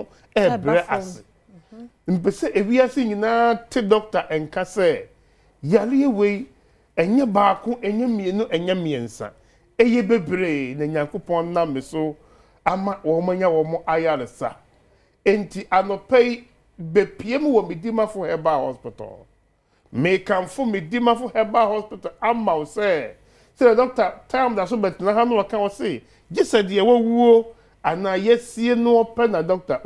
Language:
Akan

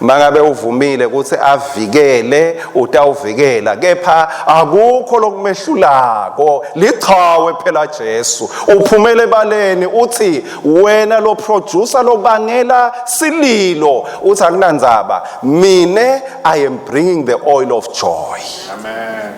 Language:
Swati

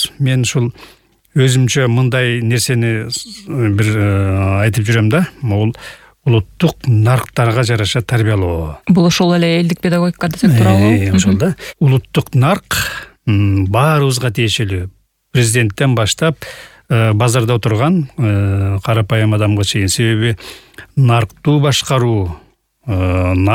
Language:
Kyrgyz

